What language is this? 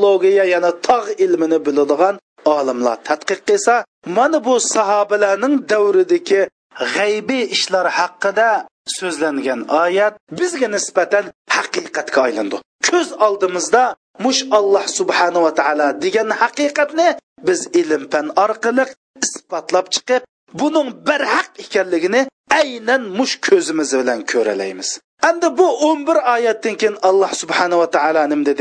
Uyghur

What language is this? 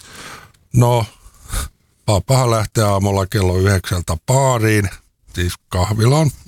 Finnish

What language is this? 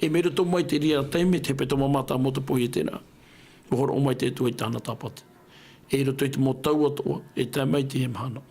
Tahitian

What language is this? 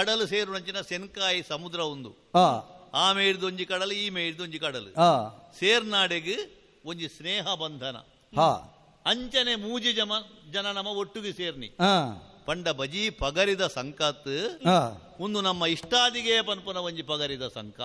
Tulu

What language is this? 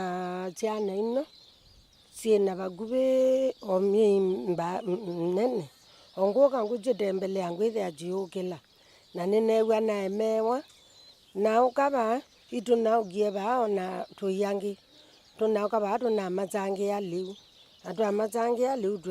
Kamba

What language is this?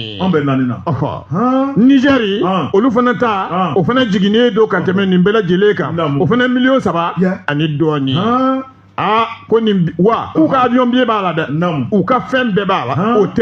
Bambara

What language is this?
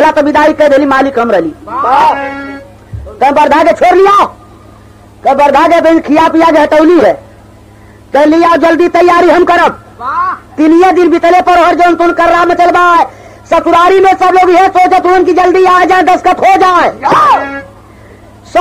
Bhojpuri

